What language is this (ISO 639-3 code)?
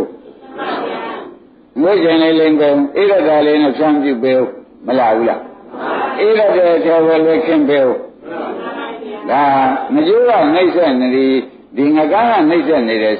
mya